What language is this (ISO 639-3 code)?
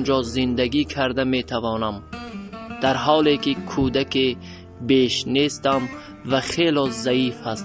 tgk